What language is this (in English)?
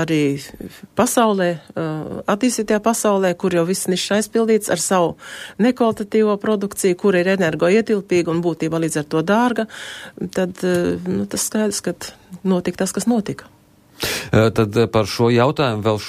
Latvian